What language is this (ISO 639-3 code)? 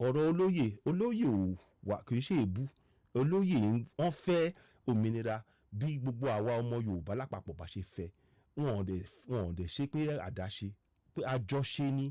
yor